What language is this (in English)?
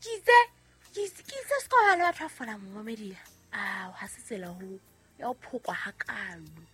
Southern Sotho